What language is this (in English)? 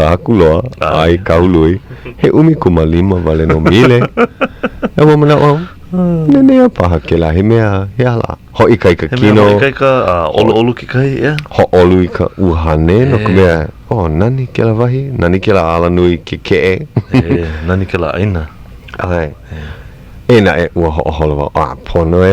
Hawaiian